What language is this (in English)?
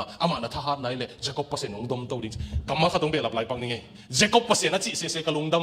Tedim Chin